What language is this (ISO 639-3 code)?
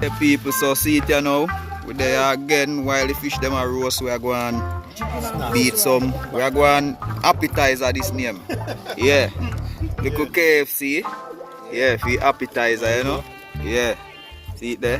jam